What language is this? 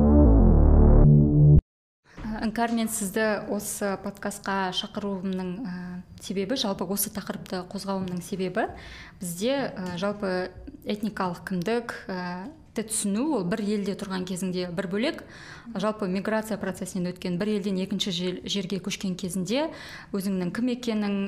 Kazakh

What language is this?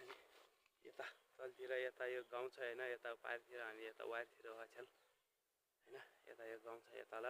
Nepali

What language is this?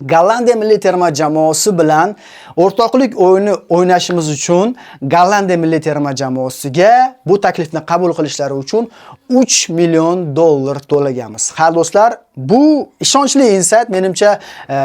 Uzbek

